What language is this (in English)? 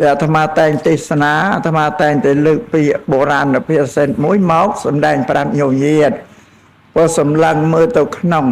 Khmer